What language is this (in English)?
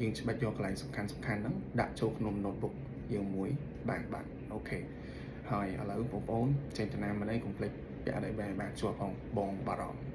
Khmer